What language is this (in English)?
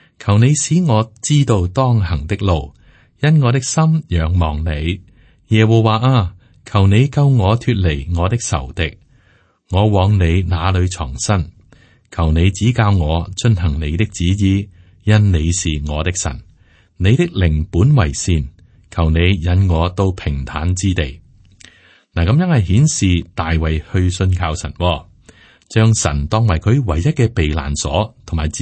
Cantonese